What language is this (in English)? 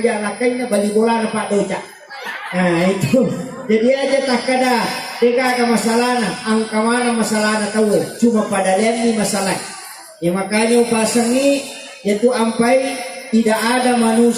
Buginese